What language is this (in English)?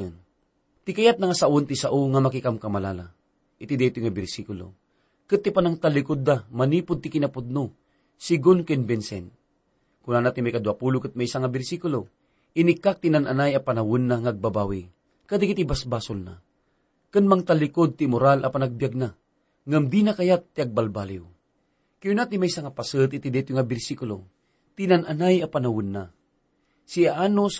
Iloko